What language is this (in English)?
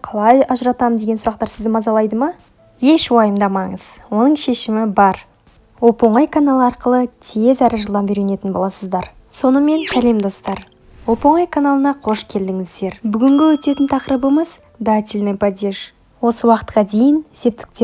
Kazakh